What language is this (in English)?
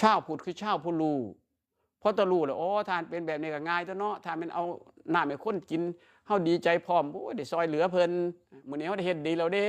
Northeastern Thai